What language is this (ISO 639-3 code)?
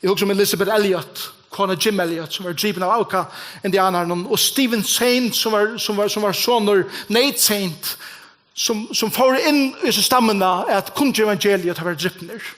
fao